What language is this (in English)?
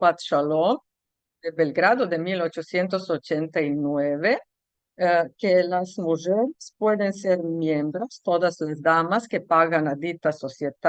Ladino